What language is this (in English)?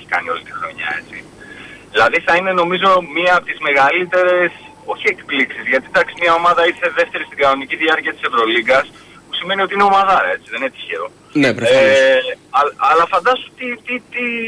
Greek